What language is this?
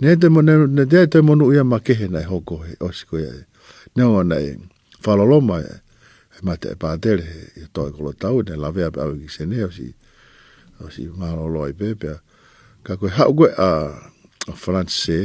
Tongan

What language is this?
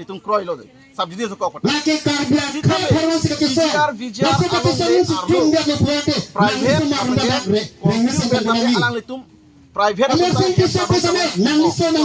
Karbi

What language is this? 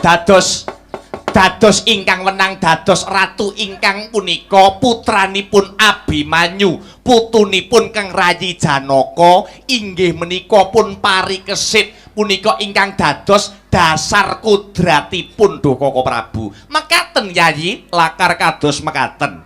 Javanese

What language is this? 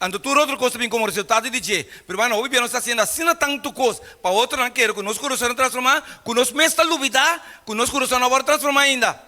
Papiamento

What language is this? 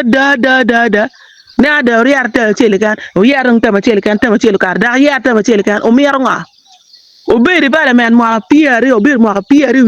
Acoli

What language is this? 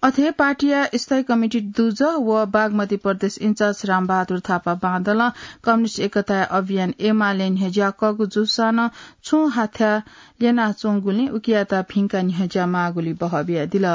Newari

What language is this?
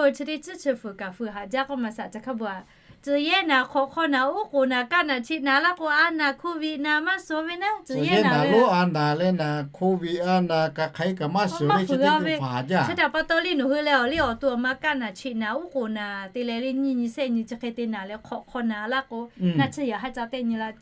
Lahu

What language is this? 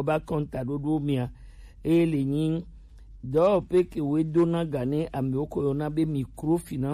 Gen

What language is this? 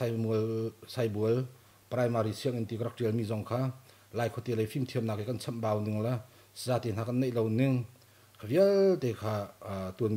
Hakha Chin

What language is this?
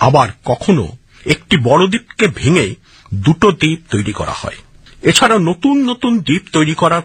Bangla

